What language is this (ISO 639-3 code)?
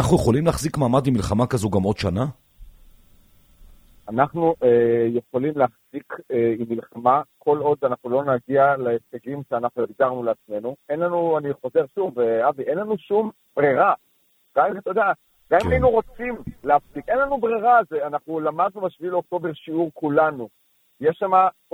heb